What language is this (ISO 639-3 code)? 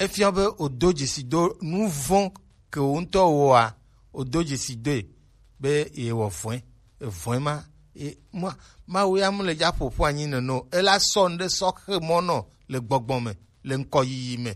gej